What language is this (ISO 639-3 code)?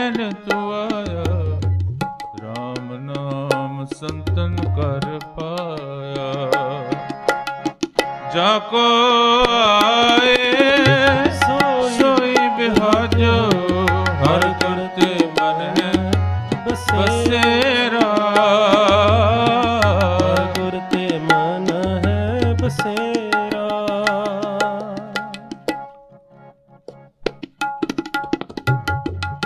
pan